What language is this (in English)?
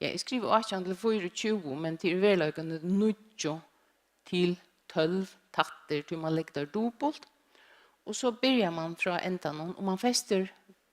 Faroese